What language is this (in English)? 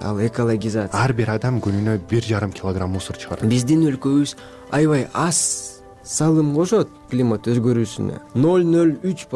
Kyrgyz